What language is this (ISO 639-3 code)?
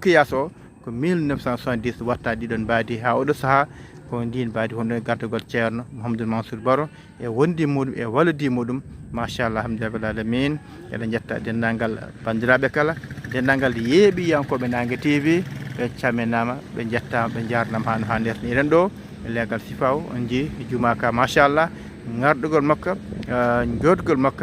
ful